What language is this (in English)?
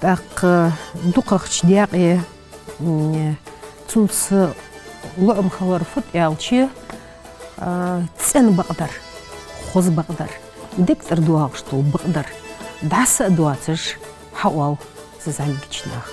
Ingush